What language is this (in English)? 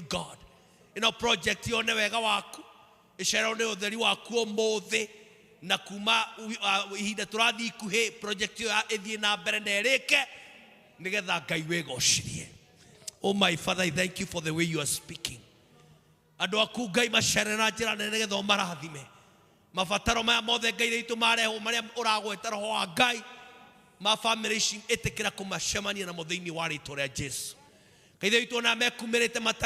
Kikuyu